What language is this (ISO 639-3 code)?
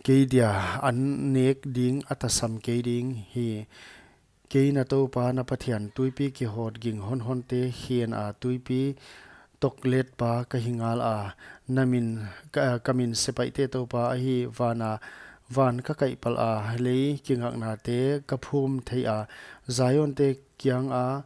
pck